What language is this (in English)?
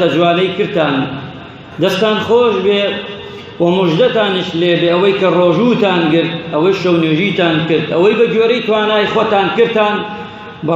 Central Kurdish